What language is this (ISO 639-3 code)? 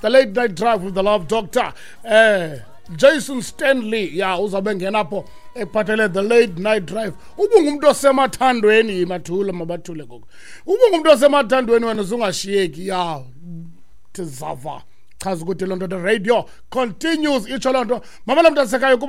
xho